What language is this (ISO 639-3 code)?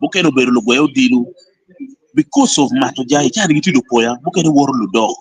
ach